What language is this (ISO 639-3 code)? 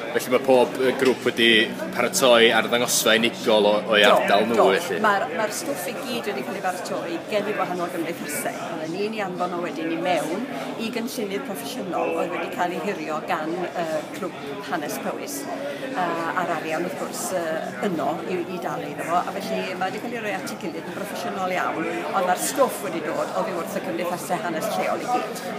cym